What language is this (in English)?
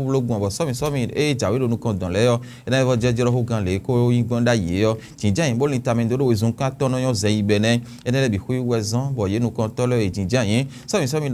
Fon